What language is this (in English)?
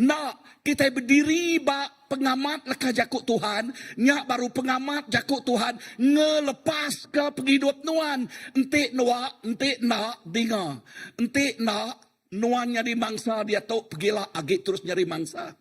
Iban